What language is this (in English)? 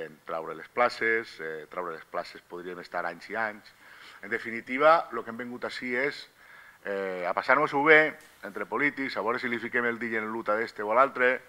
Catalan